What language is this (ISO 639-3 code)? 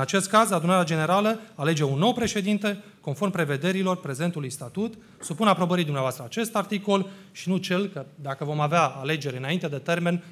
ron